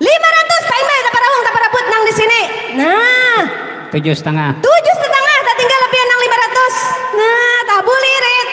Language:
Banjar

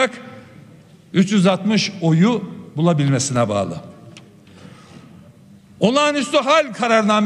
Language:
Turkish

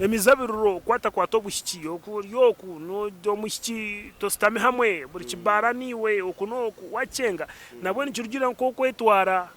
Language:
Nyankole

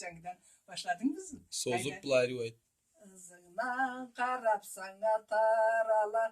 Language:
Karachay-Balkar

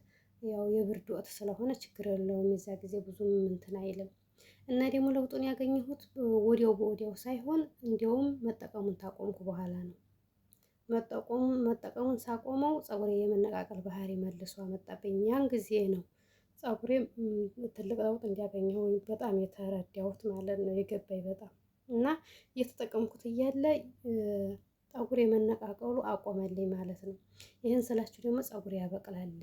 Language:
Amharic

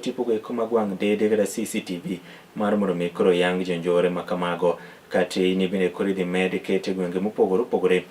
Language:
Luo (Kenya and Tanzania)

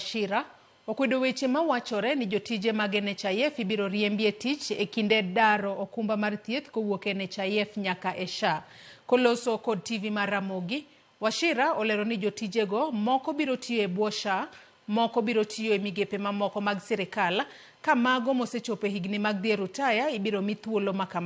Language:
Luo (Kenya and Tanzania)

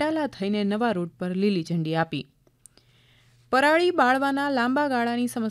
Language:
Gujarati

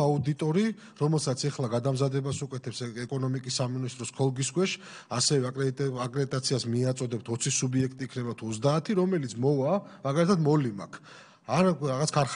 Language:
Georgian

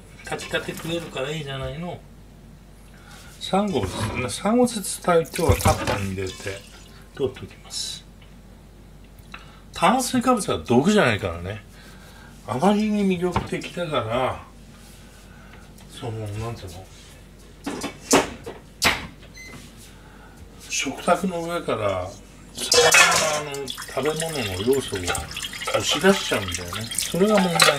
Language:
Japanese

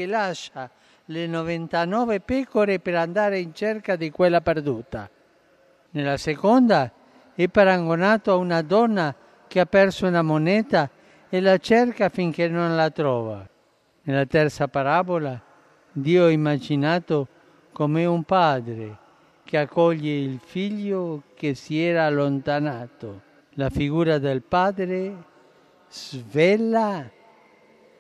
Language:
Italian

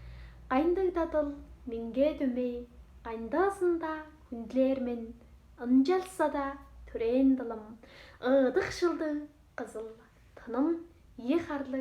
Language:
Tuvinian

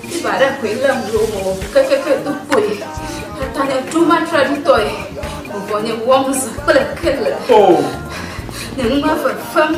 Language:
Ewe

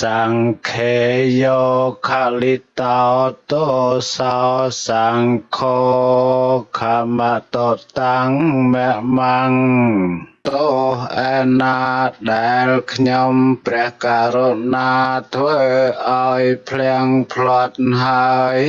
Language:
Khmer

